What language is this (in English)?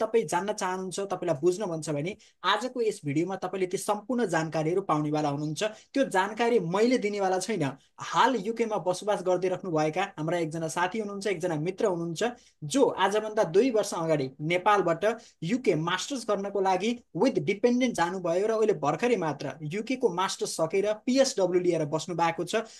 Nepali